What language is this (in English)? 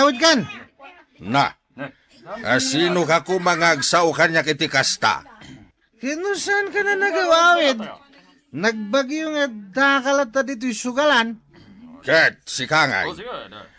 Iloko